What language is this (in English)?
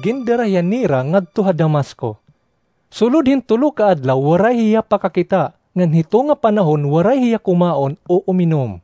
Waray